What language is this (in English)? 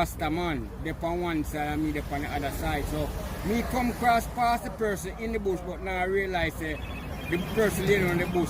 Jamaican Creole English